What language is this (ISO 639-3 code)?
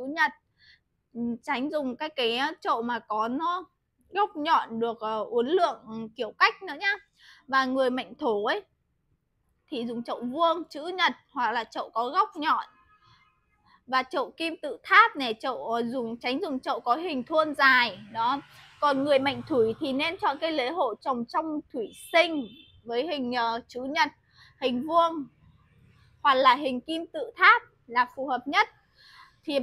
vie